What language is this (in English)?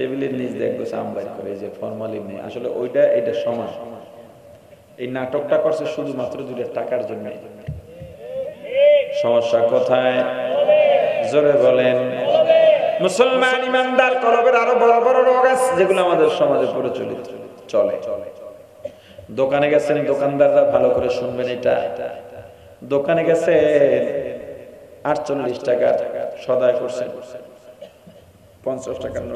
Bangla